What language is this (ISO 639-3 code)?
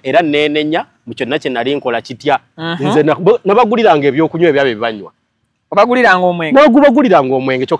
lug